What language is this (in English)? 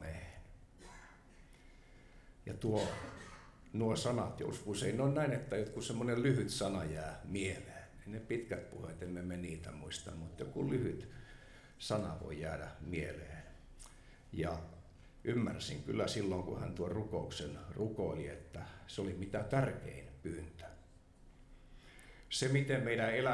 Finnish